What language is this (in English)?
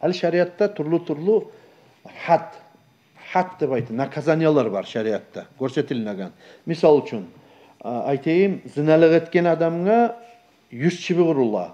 Kumyk